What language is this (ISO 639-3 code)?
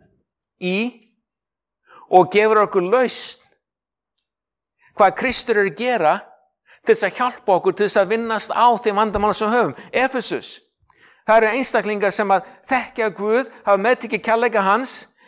isl